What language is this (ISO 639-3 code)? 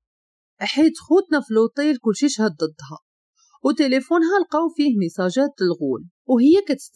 ary